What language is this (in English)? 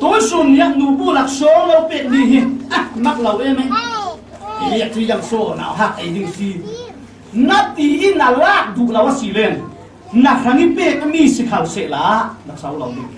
Falam Chin